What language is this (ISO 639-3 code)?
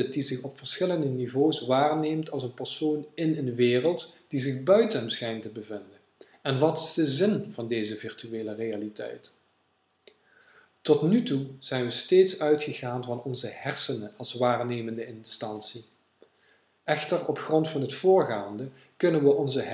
nld